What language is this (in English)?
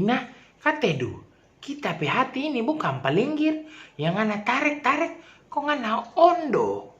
Manado Malay